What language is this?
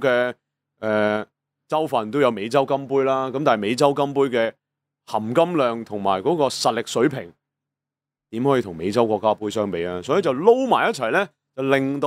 Cantonese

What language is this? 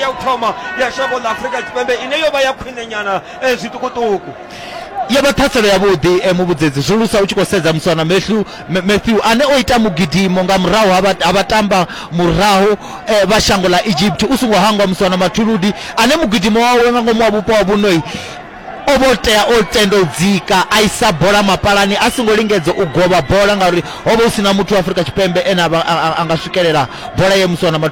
Venda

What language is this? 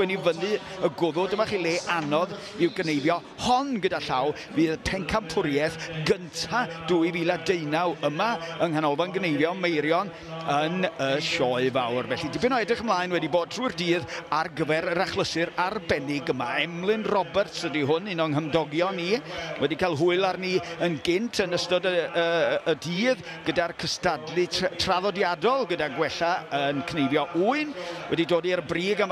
Welsh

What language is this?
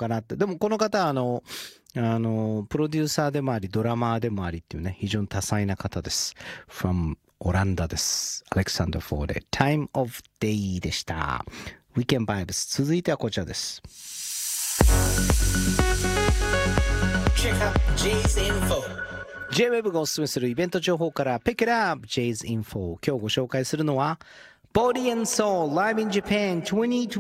Japanese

